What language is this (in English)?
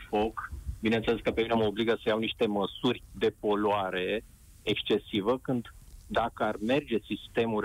Romanian